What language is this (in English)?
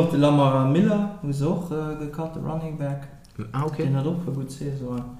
Luxembourgish